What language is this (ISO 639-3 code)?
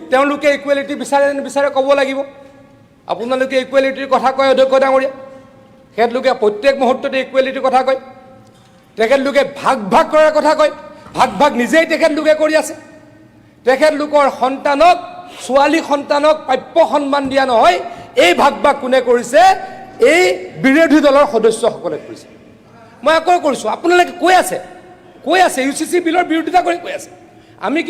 asm